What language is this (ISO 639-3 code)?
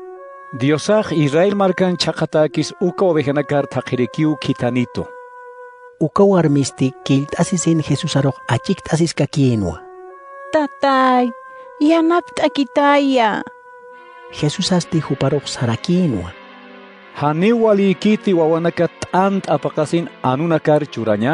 aym